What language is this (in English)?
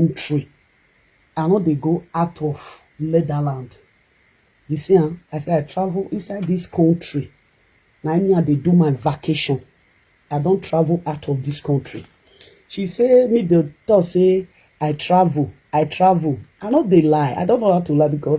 Nigerian Pidgin